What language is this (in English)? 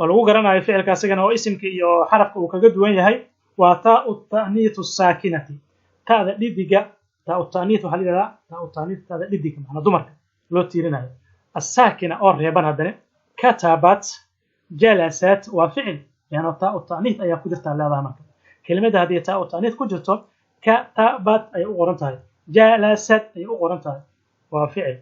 Somali